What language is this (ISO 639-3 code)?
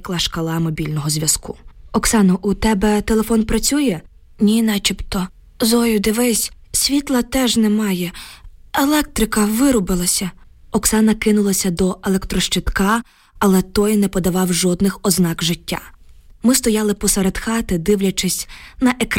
ukr